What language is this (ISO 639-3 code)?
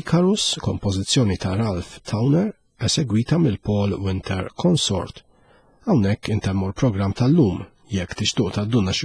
mlt